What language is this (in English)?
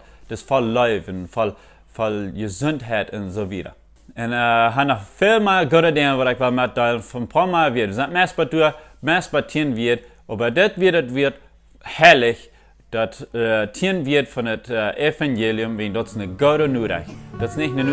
Plautdietsch